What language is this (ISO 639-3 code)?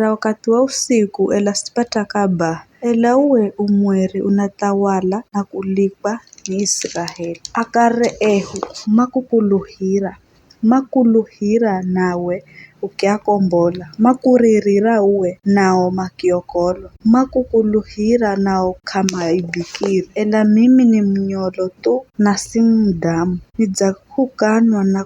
nyf